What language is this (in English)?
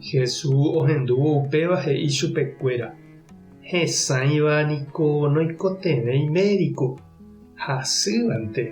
Guarani